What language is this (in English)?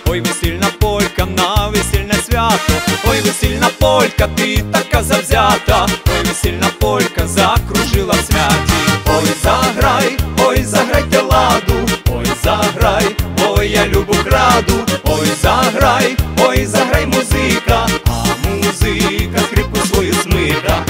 Ukrainian